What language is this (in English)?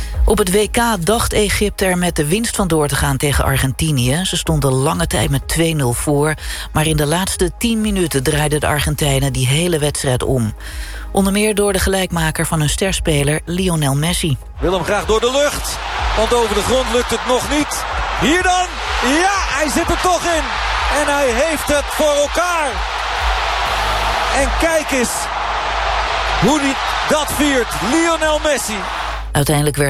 Dutch